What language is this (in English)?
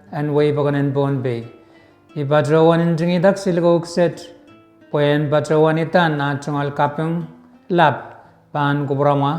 Pohnpeian